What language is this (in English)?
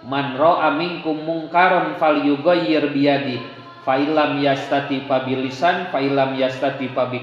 Sundanese